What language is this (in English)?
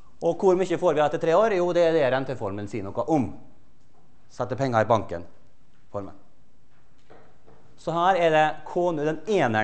Norwegian